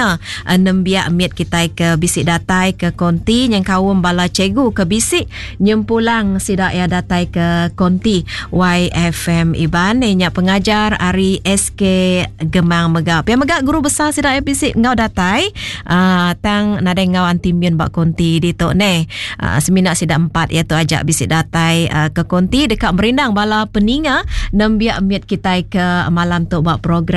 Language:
Iban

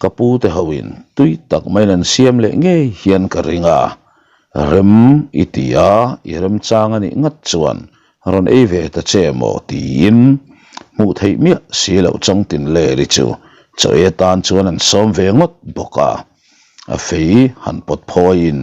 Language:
Mizo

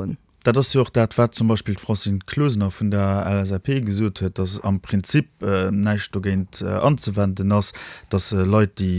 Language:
Luxembourgish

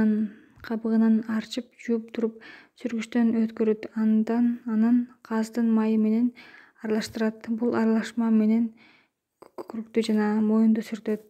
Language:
Kyrgyz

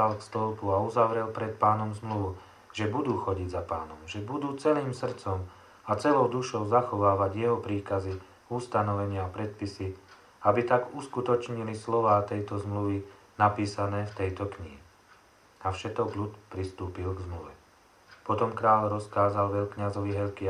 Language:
Slovak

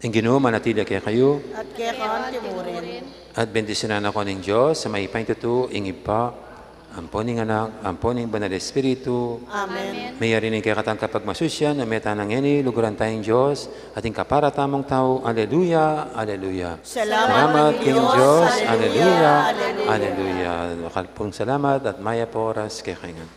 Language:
Pampanga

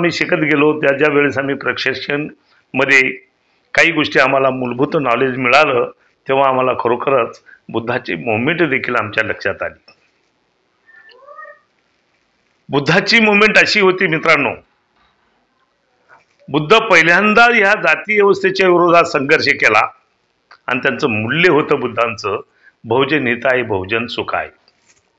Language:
Marathi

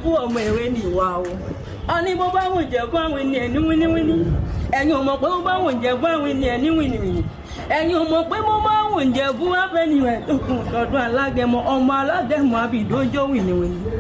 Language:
Yoruba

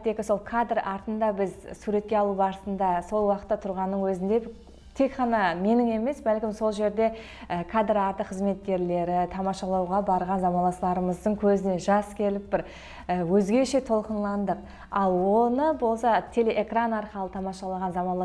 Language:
Kara-Kalpak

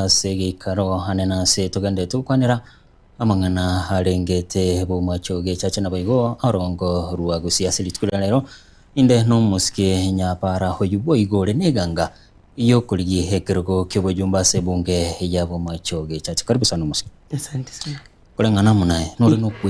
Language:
Gusii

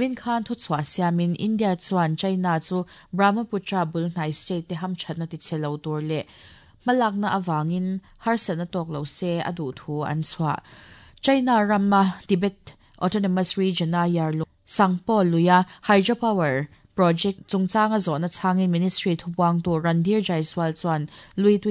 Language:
Mizo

